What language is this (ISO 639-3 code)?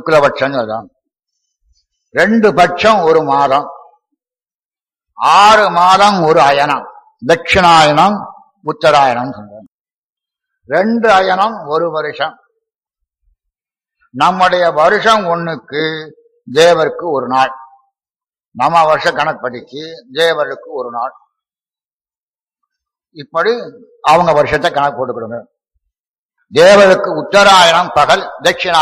tam